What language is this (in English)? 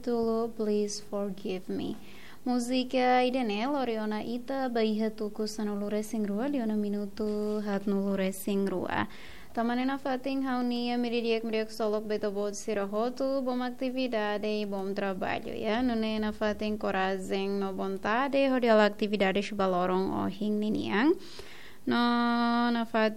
Tetum